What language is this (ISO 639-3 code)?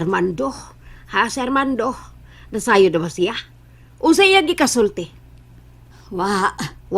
ceb